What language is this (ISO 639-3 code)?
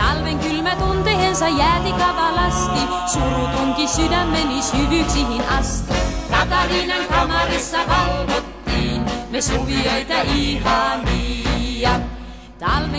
fin